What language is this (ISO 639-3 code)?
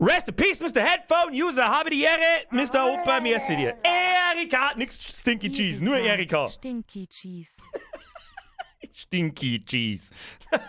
bar